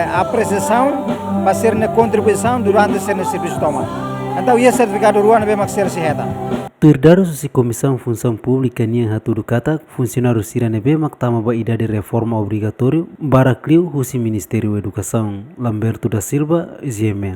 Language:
Tetum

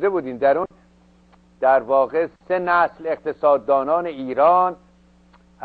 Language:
Persian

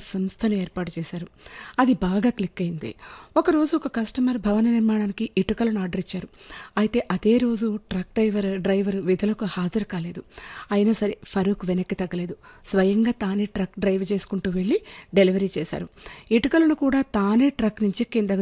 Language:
Telugu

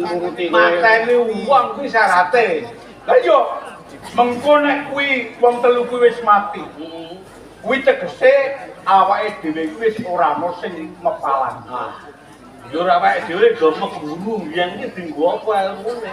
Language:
Javanese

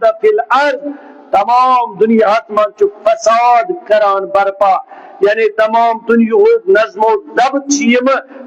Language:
Kashmiri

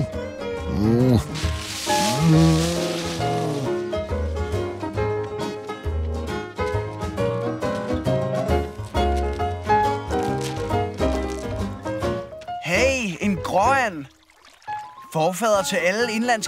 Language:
Danish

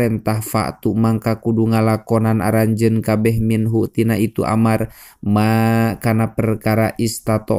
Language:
Sundanese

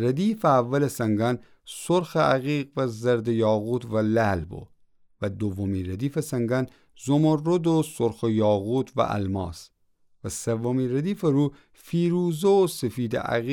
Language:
Gilaki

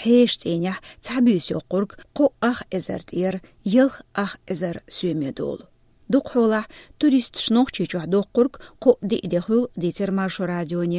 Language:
Chechen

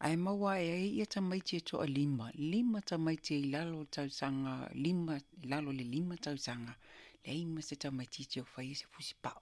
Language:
Samoan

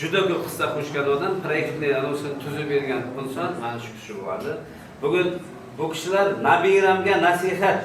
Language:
Uzbek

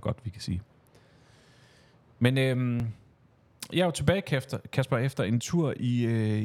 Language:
Danish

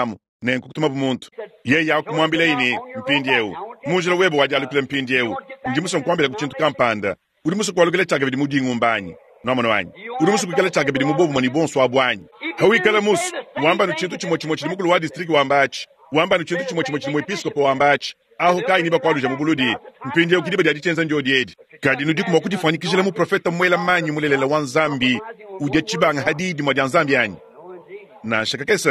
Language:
Luba-Lulua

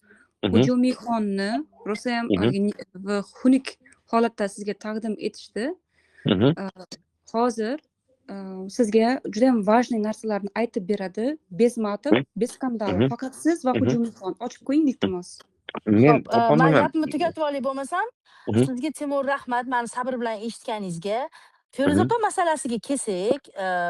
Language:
Uzbek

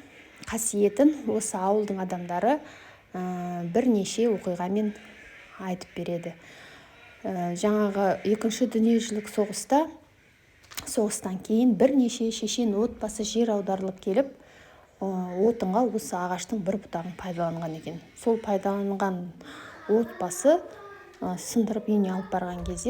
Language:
Kazakh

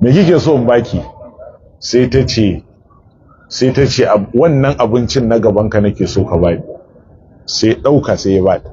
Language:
Hausa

